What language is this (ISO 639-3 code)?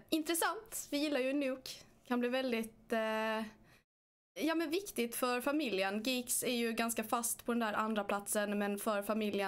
swe